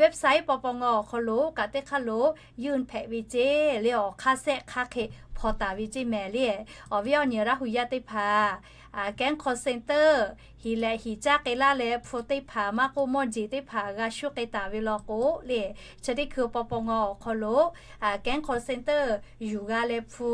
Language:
Lahu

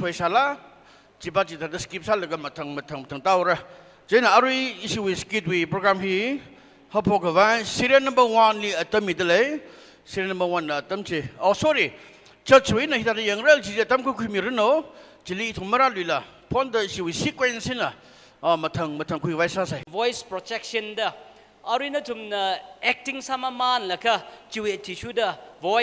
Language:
Tangkhul Naga (India)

